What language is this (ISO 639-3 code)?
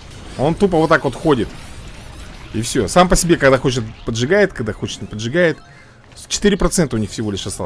rus